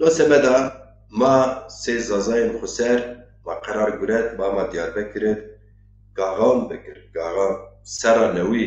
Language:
Zaza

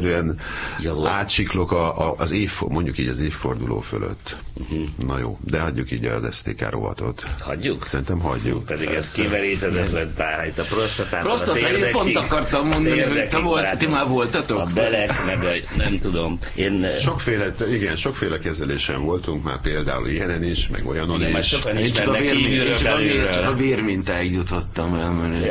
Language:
Hungarian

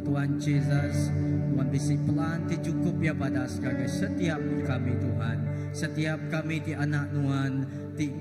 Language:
Iban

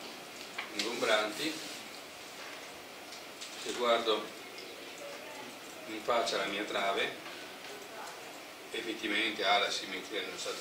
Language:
Italian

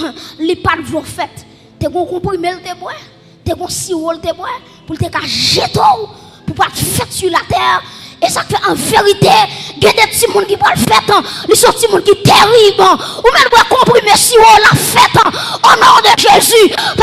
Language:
Haitian Creole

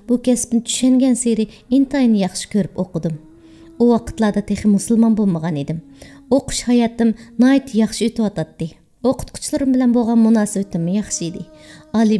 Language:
Uyghur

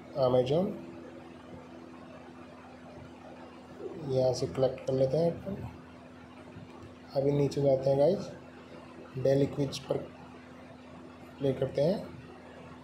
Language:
Hindi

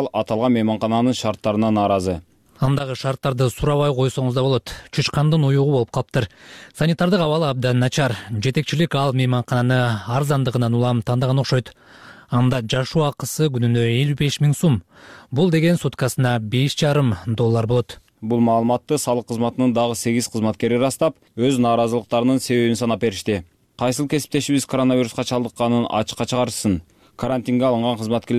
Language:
Kyrgyz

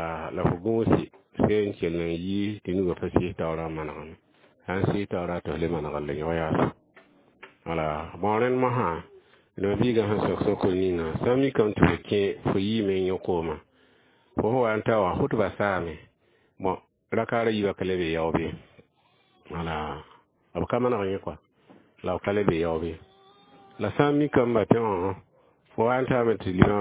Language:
Mossi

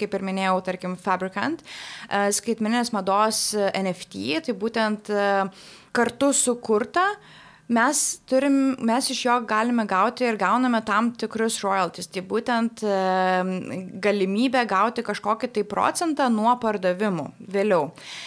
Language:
Lithuanian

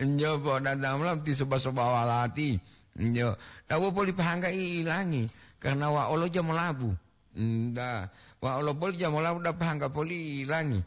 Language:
Gorontalo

